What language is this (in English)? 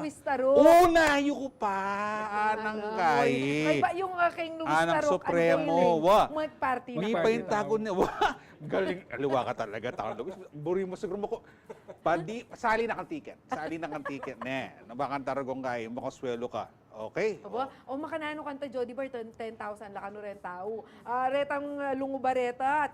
Pampanga